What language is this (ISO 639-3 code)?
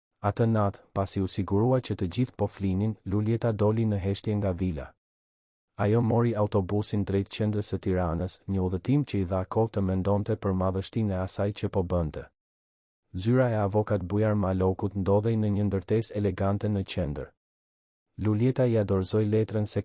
sqi